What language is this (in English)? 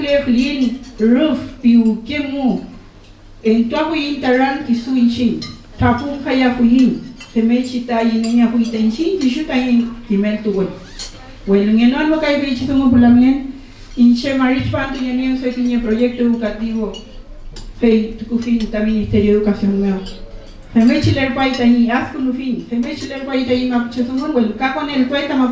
Mapuche